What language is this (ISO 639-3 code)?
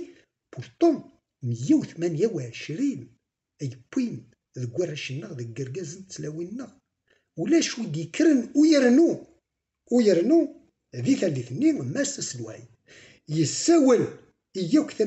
kab